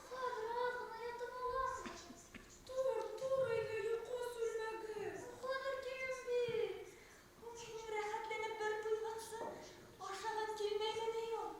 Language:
Bashkir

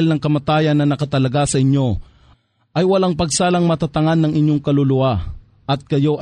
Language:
Filipino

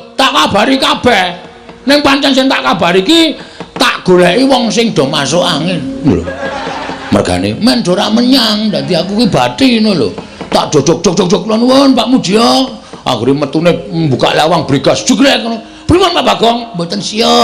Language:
Javanese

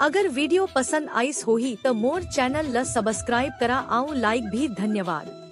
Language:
Chhattisgarhi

